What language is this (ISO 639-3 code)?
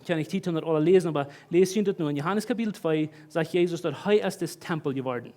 pdt